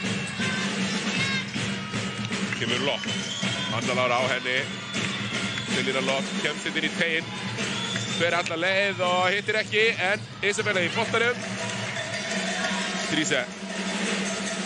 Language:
Icelandic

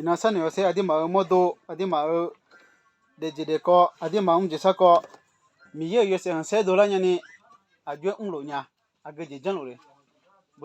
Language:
Akha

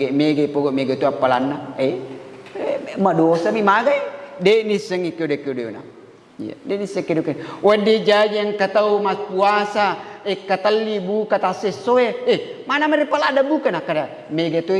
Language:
Buginese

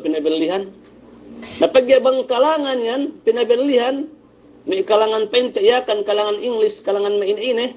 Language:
Yakan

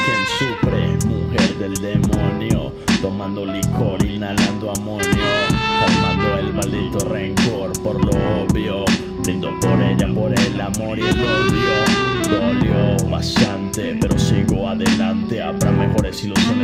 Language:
Spanish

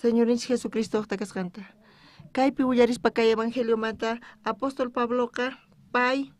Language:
South Bolivian Quechua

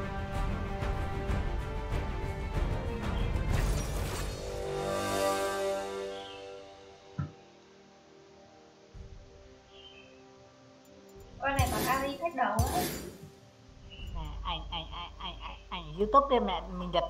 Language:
Vietnamese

